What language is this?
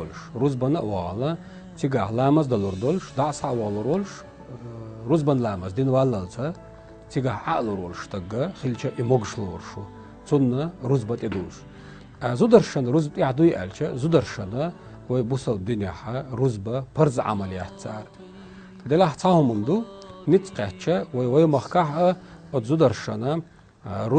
Chechen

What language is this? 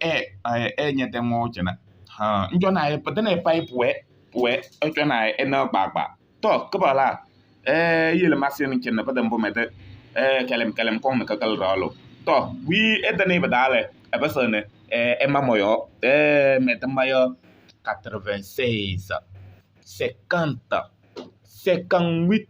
Kabiyè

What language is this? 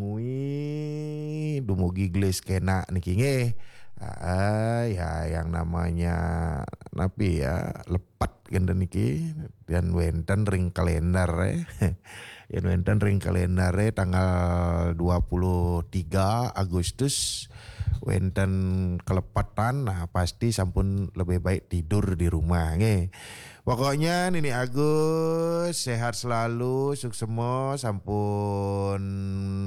Balinese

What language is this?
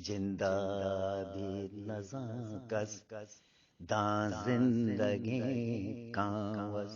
Eastern Balochi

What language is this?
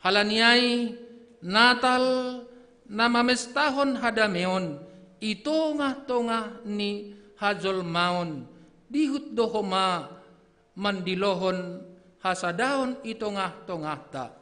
Batak Simalungun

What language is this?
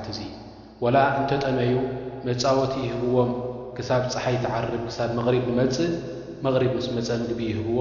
Tigrinya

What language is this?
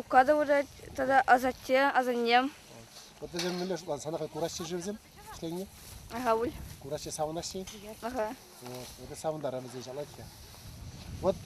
Chuvash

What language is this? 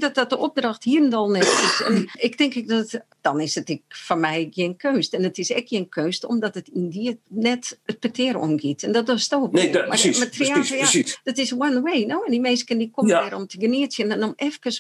Western Frisian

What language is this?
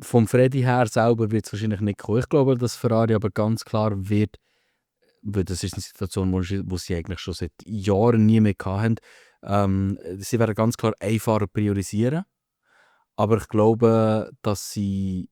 Swiss German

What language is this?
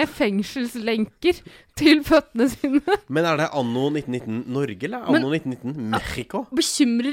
Norwegian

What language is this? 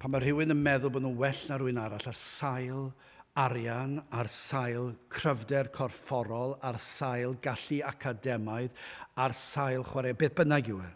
Welsh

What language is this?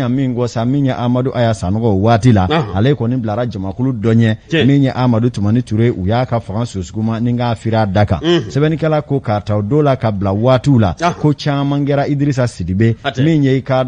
Bambara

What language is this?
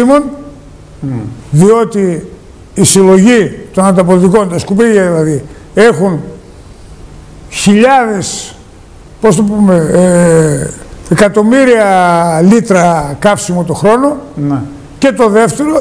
Greek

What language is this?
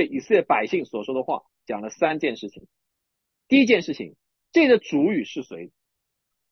Chinese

